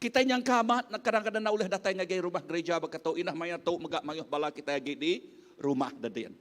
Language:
Iban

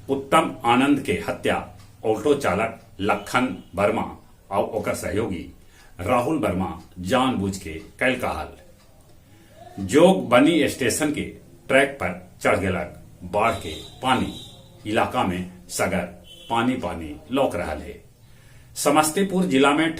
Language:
Magahi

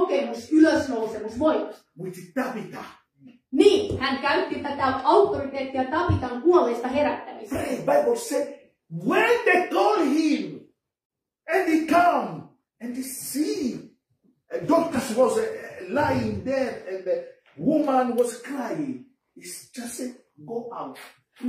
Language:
Finnish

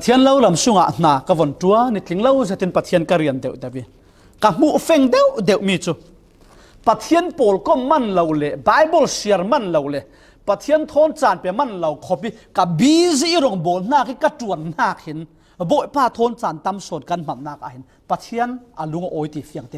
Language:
Falam Chin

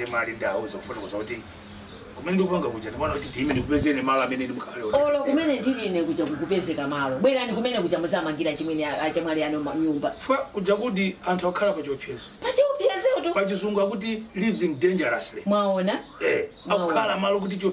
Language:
Nyanja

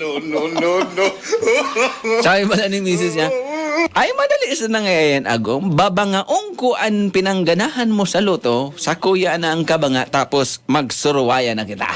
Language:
Bikol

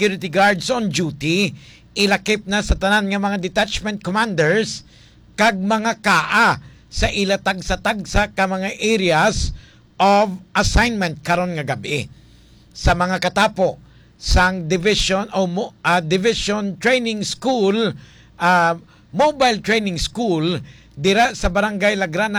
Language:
Hiligaynon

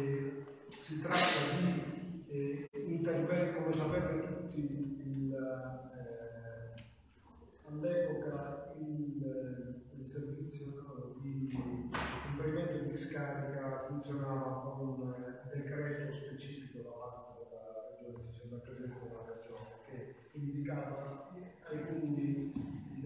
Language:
Italian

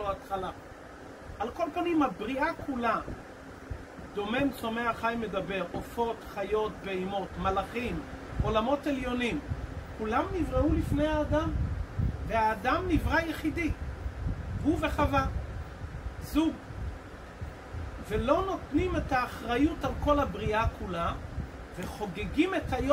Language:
Hebrew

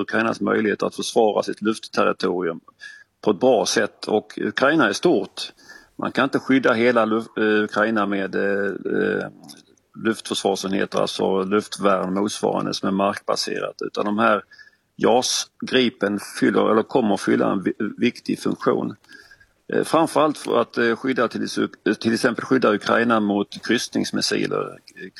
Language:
Swedish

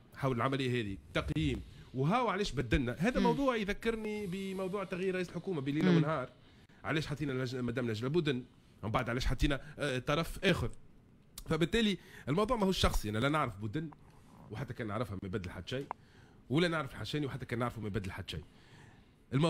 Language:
Tunisian Arabic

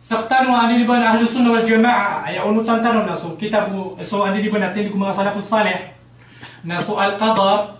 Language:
Maranao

